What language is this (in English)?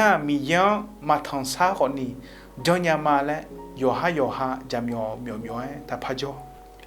Akha